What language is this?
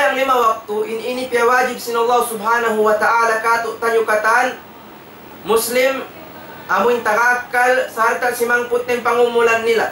Tausug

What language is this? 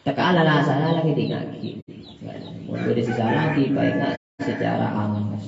Madurese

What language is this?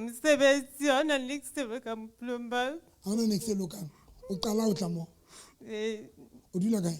Southern Sotho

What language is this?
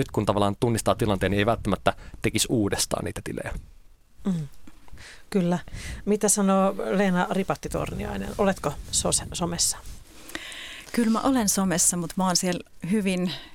Finnish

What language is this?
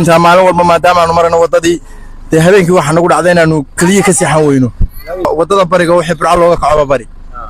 Somali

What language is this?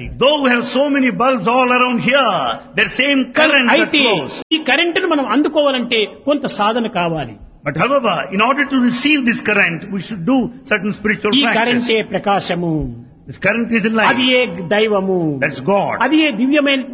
Telugu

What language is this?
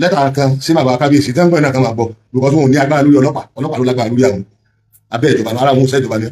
Yoruba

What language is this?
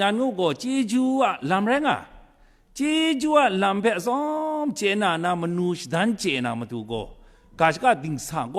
Kachin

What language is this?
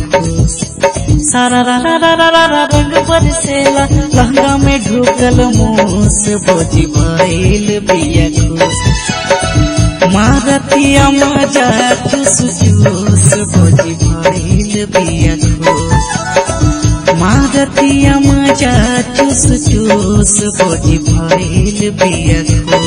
Bhojpuri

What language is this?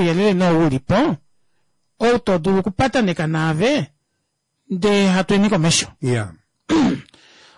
Kuanyama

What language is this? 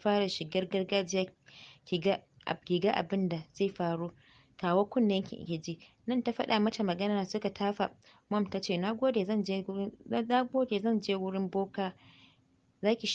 Hausa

